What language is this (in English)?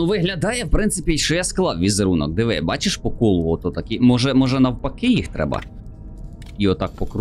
Ukrainian